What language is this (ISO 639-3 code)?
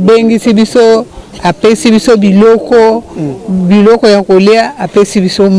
lin